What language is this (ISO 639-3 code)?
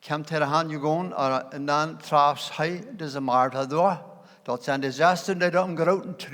pdt